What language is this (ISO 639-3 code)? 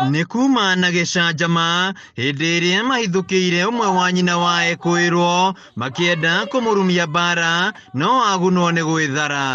kik